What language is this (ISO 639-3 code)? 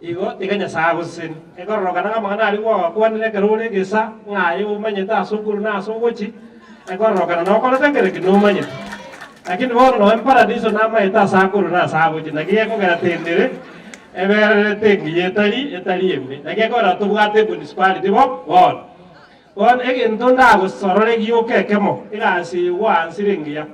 guz